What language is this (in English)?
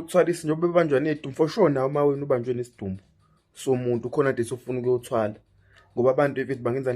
Zulu